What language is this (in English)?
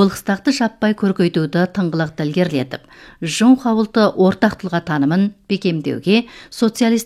Kazakh